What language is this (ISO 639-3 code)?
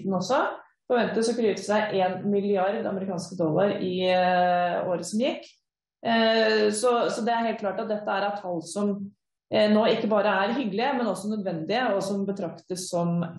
nor